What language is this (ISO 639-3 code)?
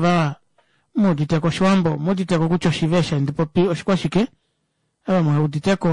kua